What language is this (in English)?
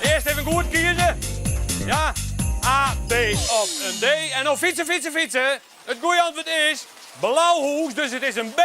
Western Frisian